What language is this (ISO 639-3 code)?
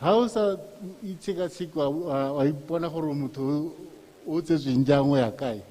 tsn